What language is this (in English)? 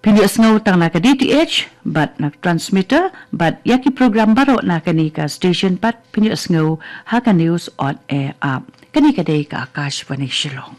Khasi